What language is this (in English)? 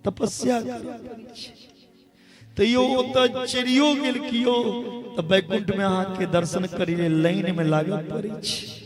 Maithili